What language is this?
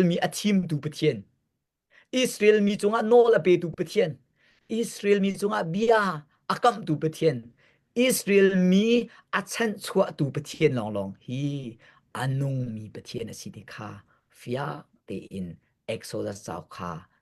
Hakha Chin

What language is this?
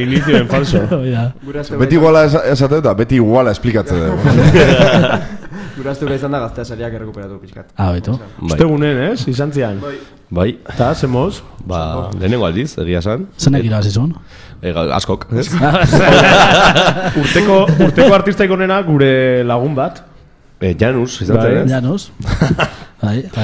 Basque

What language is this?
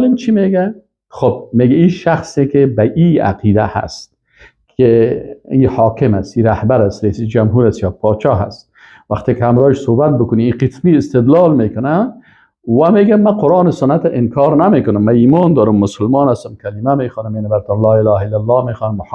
Persian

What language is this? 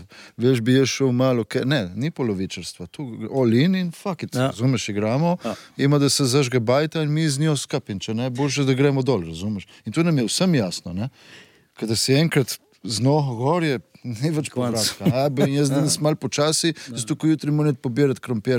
Slovenian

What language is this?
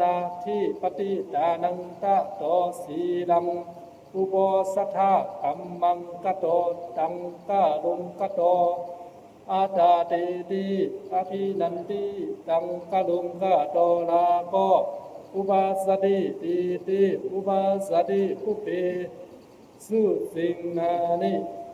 Pali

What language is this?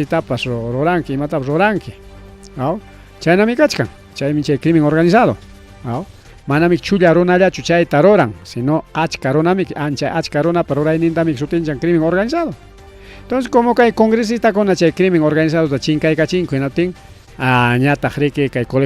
Ayacucho Quechua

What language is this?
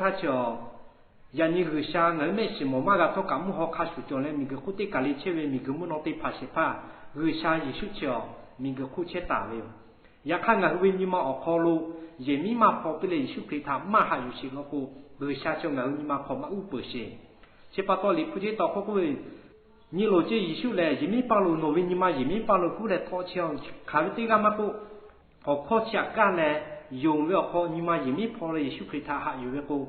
Lahu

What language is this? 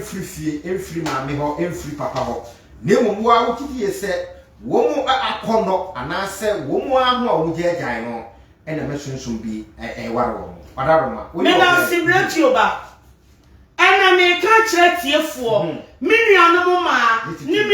Akan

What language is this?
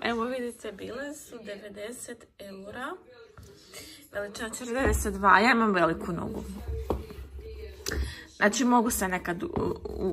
Croatian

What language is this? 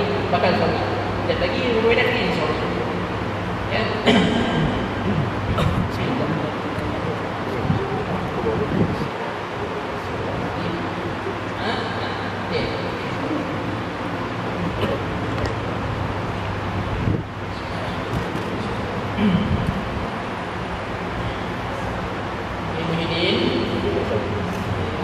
Malay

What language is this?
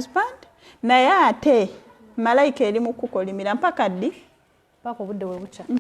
Ganda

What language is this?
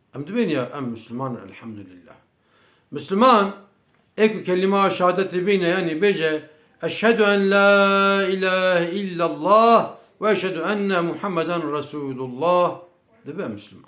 Kurdish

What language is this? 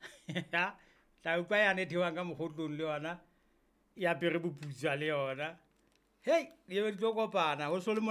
Southern Sotho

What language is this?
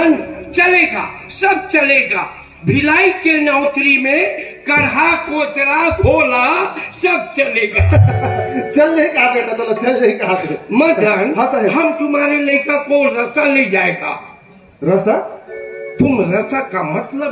Chhattisgarhi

